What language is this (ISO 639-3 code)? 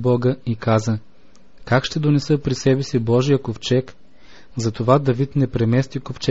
bul